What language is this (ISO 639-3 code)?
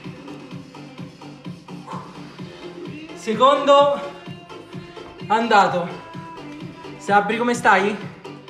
ita